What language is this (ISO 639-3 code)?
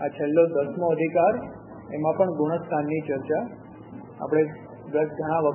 guj